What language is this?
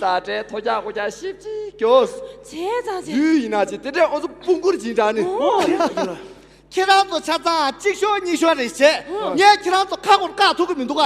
Tibetan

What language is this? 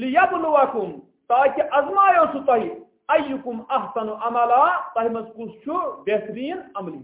Kashmiri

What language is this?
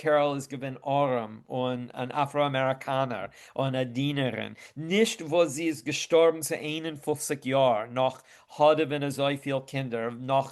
Yiddish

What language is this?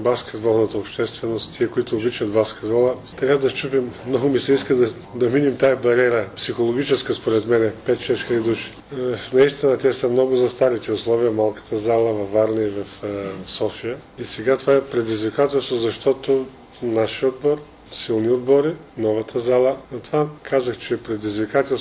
Bulgarian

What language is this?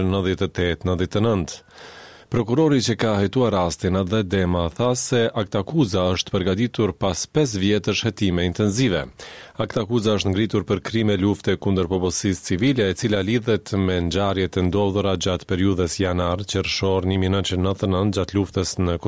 Albanian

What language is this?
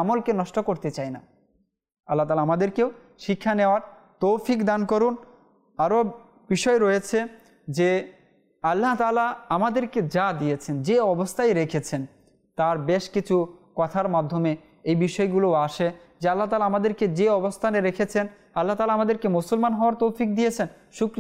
Bangla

